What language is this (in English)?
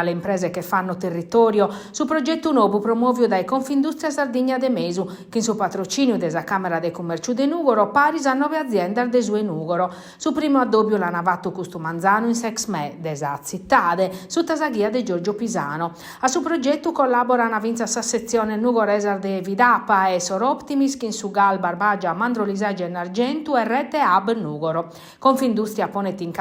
Sardinian